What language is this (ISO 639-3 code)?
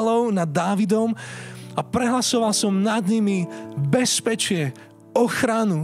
slk